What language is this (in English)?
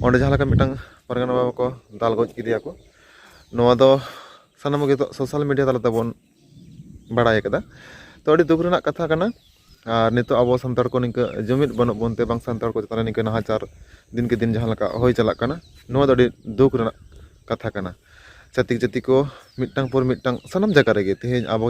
Santali